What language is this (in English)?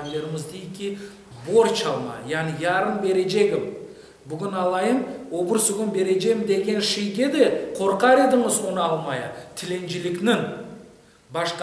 Crimean Tatar